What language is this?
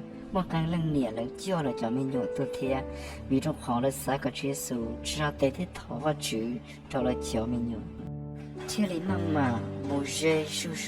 Hmong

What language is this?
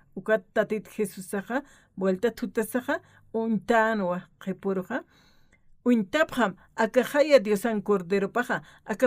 Aymara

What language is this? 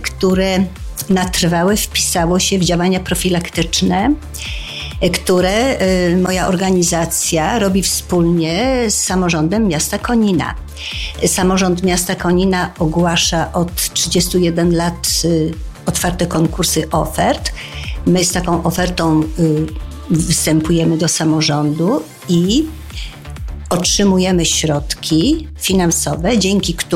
Polish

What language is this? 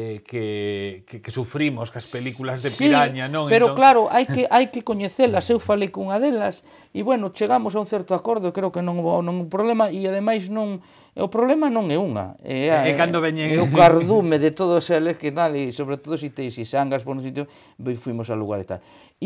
Galician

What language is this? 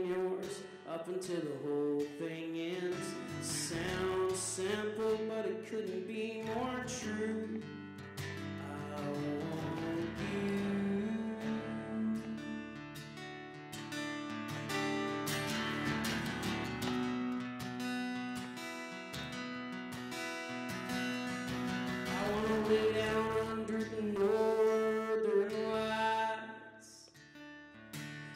English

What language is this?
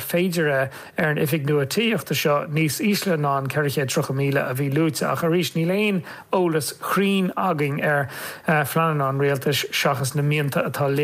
Irish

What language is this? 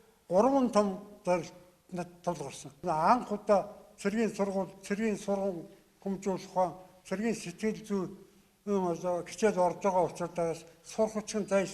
Mongolian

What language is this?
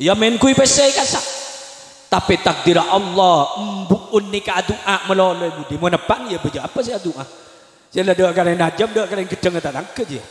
Madurese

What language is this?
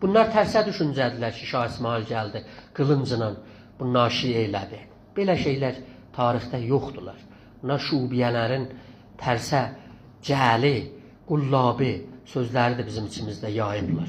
South Azerbaijani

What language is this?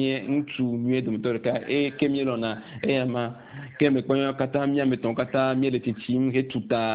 Ewe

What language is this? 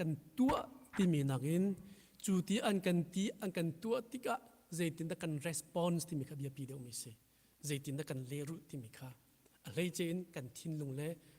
Hakha Chin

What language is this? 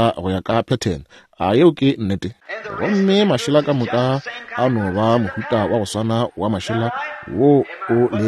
Northern Sotho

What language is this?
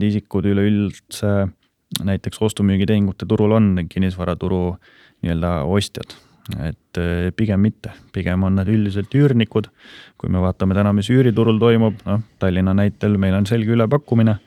Estonian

